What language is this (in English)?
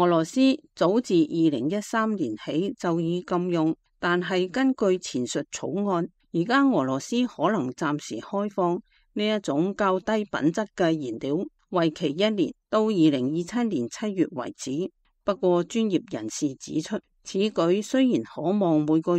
Cantonese